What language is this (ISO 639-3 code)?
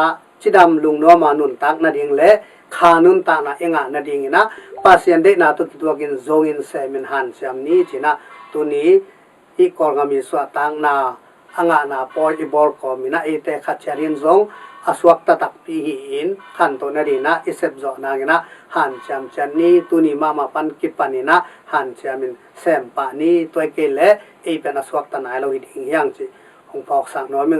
ctd